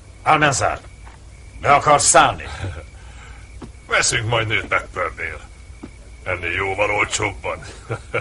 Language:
Hungarian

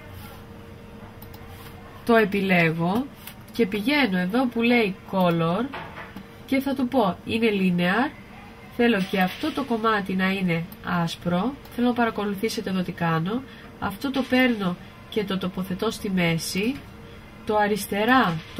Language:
Greek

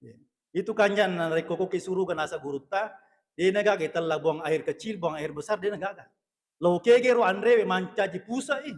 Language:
Buginese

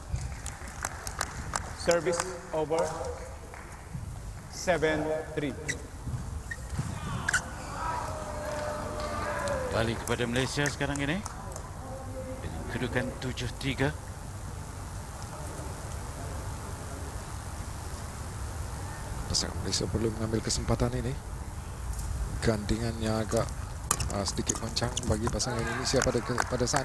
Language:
Malay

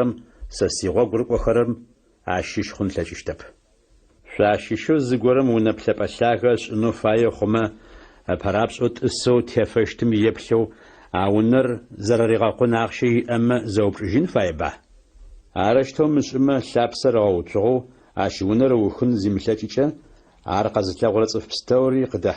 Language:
Adyghe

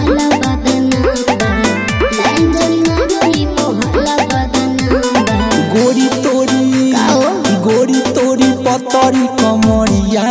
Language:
Bhojpuri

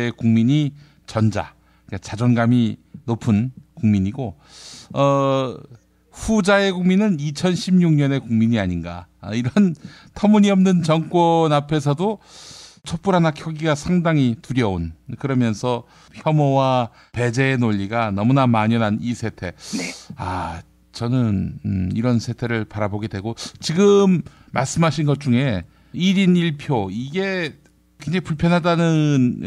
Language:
Korean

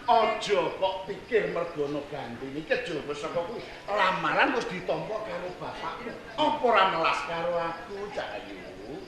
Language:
Javanese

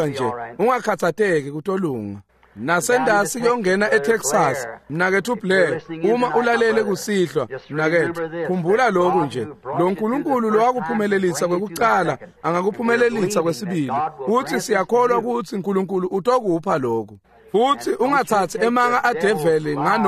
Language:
Swati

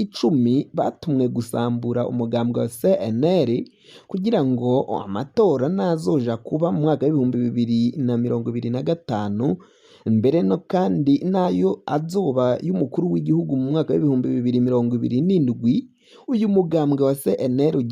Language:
Rundi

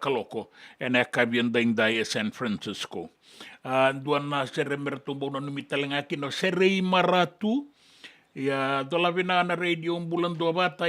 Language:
Fijian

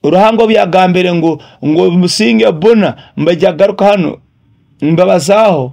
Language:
Nyoro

